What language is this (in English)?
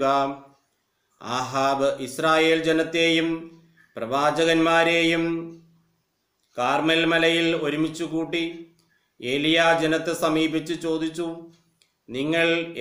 Malayalam